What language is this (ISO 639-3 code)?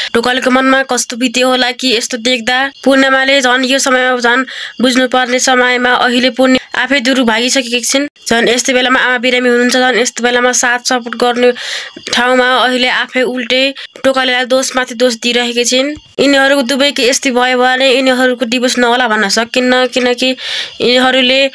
nep